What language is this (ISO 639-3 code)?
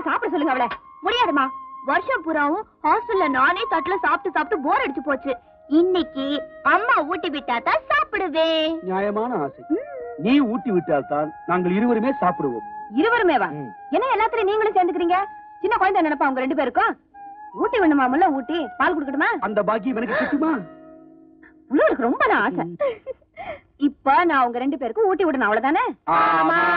tam